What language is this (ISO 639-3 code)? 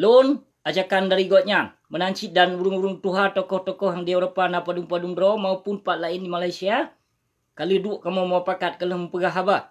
ace